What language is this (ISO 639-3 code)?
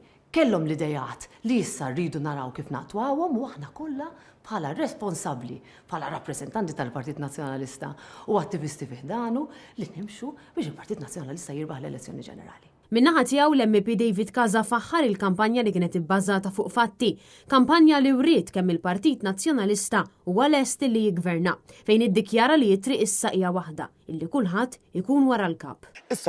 mlt